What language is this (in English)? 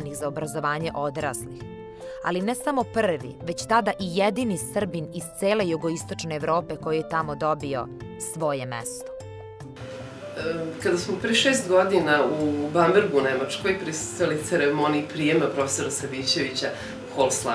Serbian